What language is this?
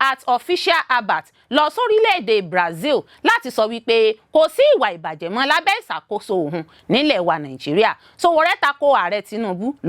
Yoruba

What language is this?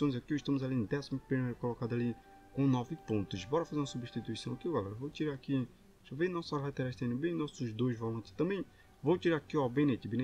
Portuguese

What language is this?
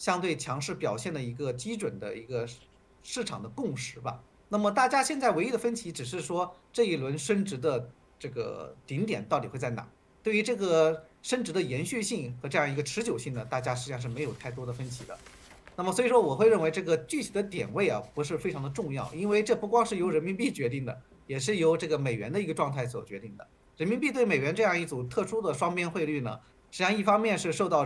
Chinese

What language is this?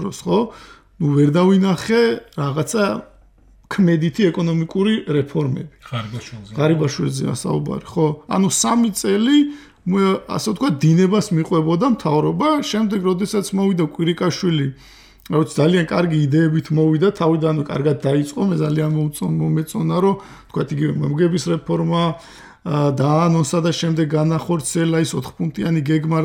Georgian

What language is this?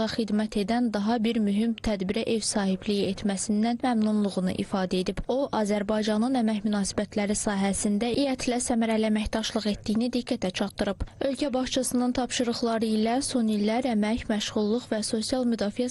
Azerbaijani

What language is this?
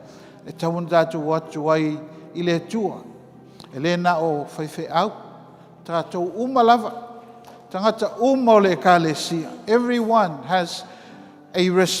Samoan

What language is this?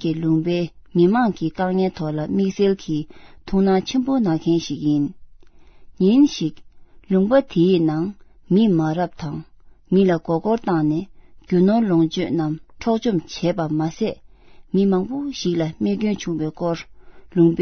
Tibetan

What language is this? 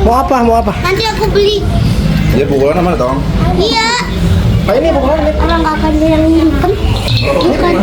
Betawi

